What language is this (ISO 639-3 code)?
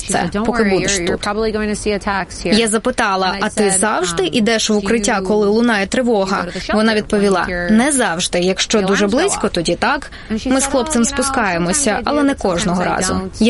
ukr